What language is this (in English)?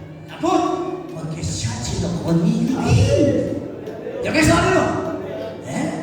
Kekchí